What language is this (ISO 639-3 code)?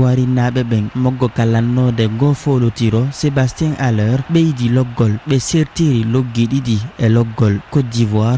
ful